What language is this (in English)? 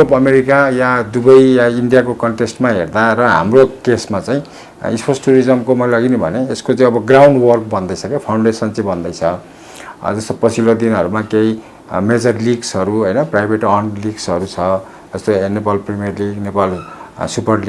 Nepali